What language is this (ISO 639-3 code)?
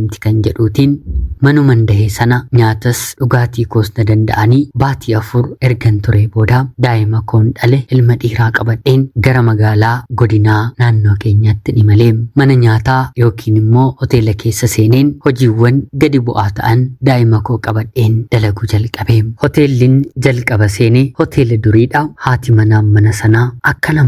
orm